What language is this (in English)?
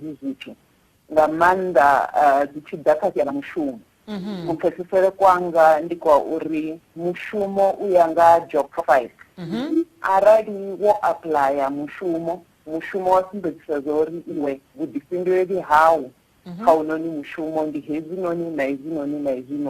Venda